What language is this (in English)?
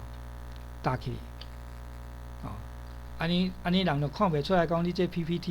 Min Nan Chinese